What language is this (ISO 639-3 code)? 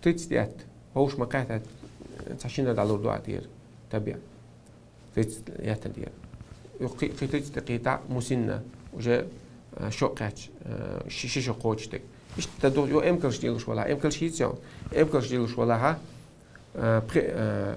che